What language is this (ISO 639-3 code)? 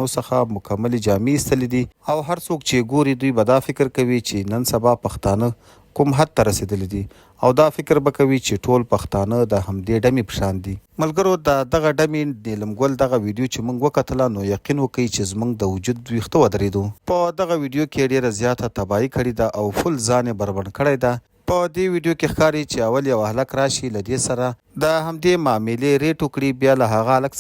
pus